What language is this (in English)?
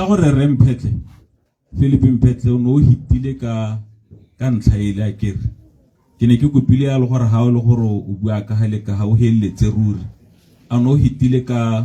Tswana